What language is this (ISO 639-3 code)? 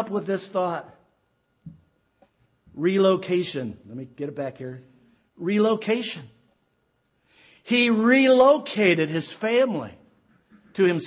eng